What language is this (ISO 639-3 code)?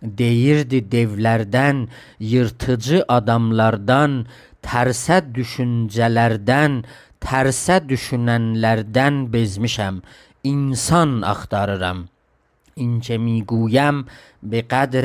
azb